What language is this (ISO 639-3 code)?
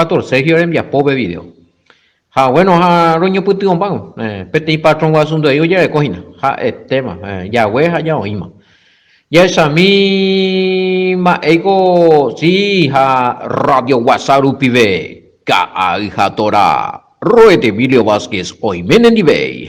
grn